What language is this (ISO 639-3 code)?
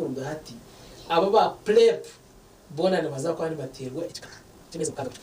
nyn